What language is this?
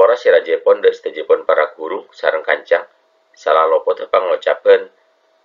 Madurese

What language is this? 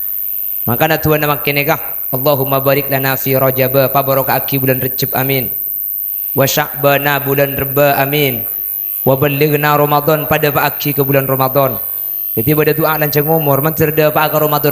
Madurese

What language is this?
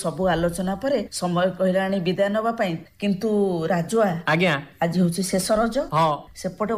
Odia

